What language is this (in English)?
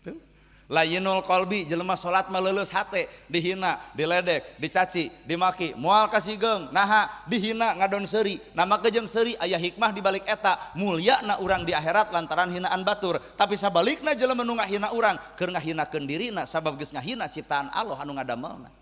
Sundanese